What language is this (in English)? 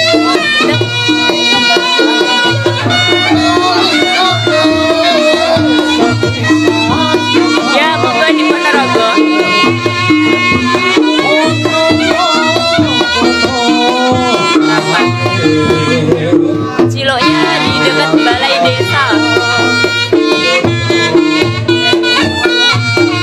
Indonesian